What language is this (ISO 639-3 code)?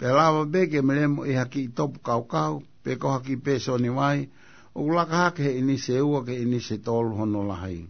ton